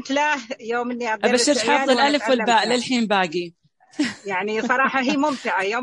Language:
Najdi Arabic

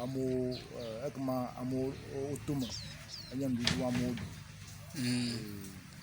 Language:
Ewe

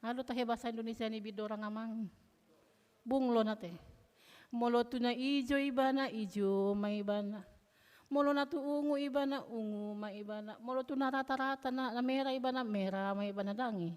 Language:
Batak Toba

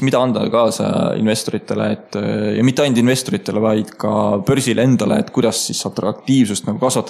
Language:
Estonian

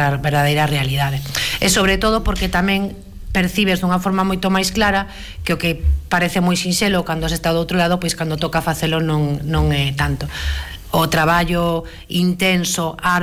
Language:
Galician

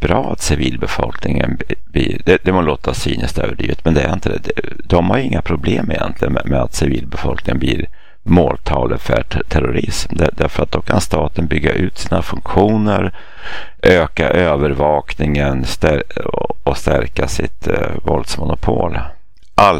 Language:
Swedish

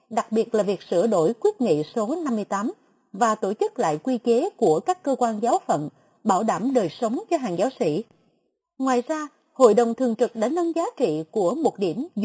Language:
Vietnamese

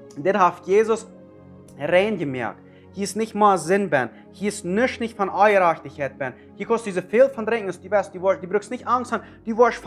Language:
Plautdietsch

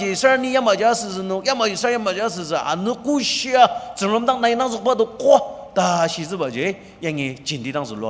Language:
Ao Naga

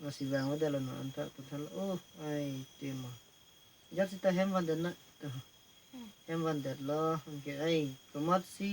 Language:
Karbi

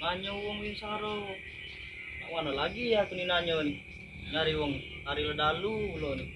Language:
Musi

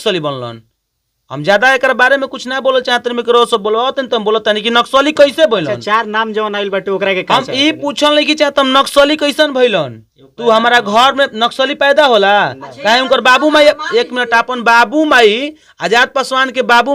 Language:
Bhojpuri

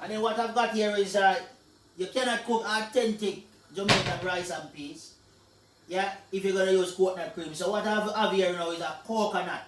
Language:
Jamaican Creole English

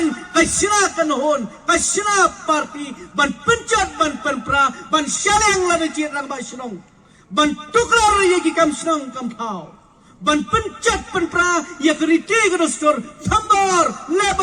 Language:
Khasi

